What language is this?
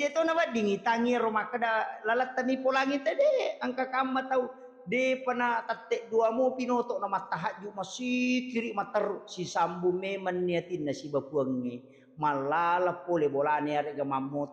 Buginese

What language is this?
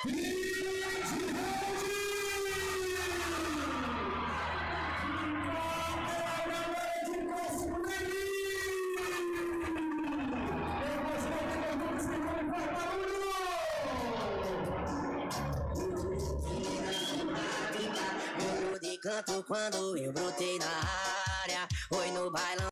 Portuguese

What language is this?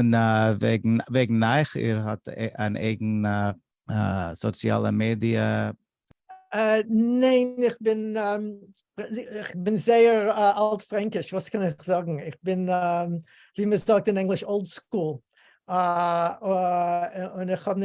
Yiddish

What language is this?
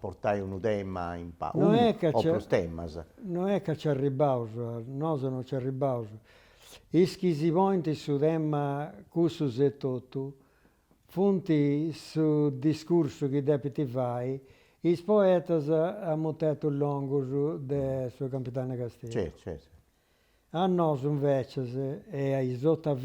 Sardinian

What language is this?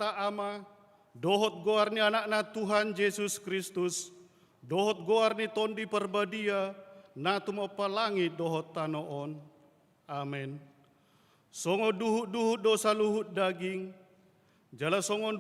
Batak Toba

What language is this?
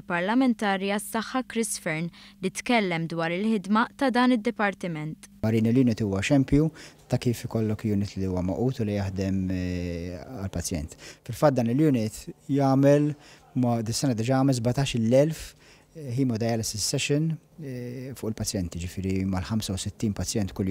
Maltese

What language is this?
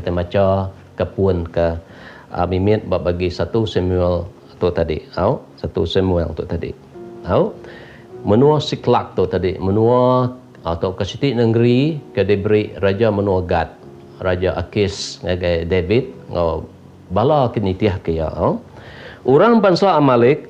Iban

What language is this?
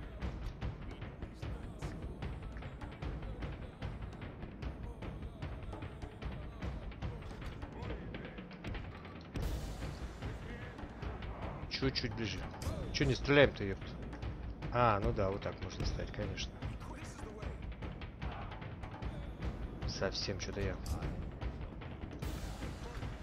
Russian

